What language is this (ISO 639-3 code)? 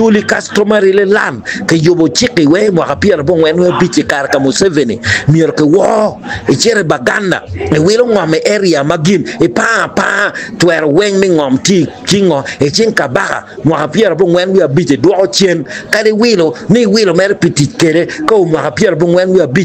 ach